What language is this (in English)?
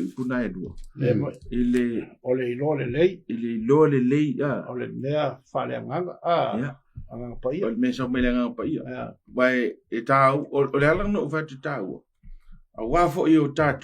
Samoan